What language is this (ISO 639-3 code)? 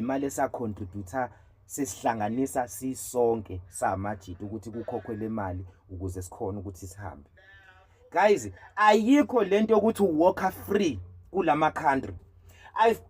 zul